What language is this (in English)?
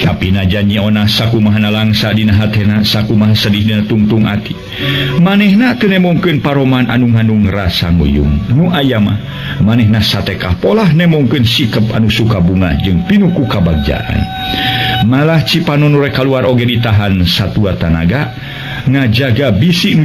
Sundanese